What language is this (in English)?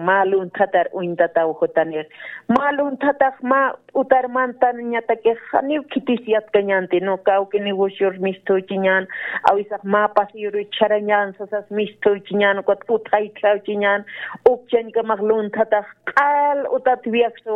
Aymara